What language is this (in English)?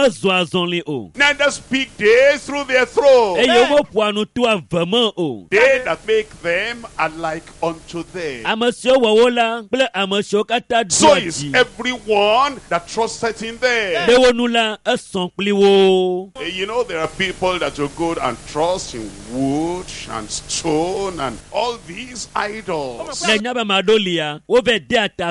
Ewe